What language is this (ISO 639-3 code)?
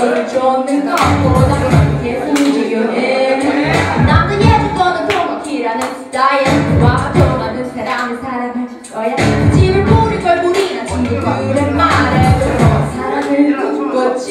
kor